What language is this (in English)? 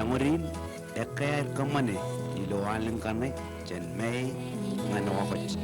Marshallese